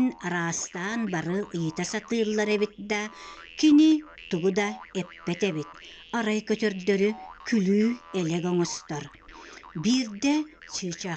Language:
Yakut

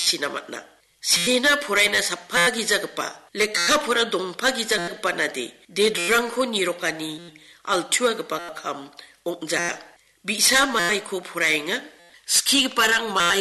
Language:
Garo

